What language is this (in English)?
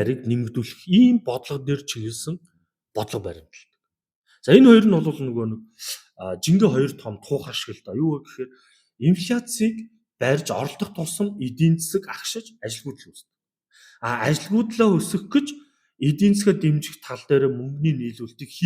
Mongolian